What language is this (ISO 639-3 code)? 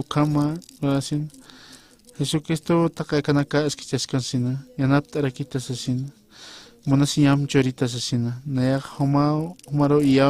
aym